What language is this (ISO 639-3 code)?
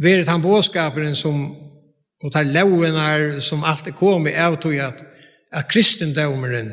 fao